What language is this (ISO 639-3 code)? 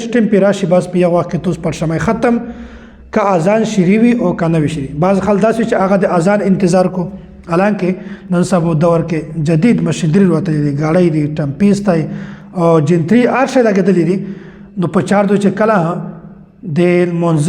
pus